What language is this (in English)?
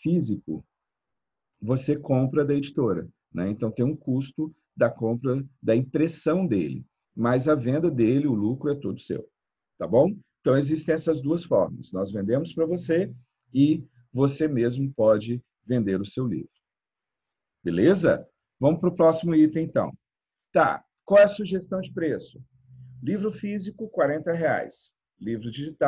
Portuguese